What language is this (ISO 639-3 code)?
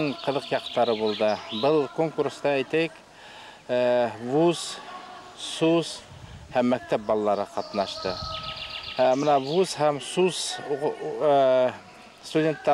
bak